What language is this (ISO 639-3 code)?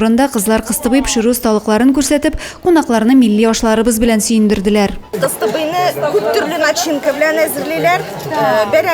tat